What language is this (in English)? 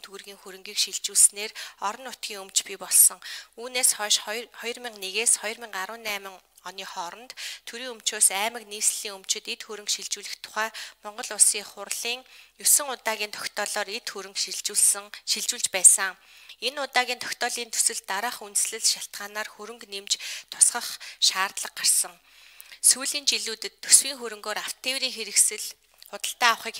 Mongolian